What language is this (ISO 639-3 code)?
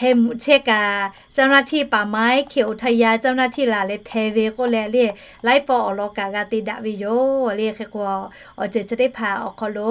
lhu